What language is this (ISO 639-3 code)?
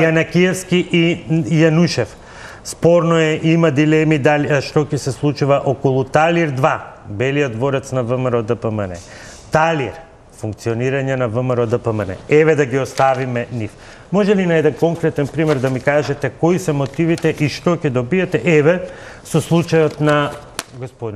mkd